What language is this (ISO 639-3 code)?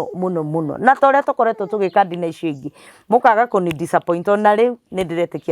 kik